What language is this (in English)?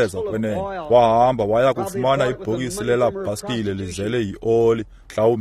Xhosa